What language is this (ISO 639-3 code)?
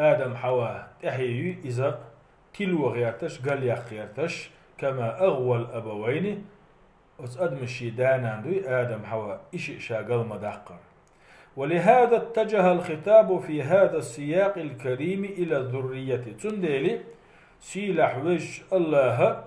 che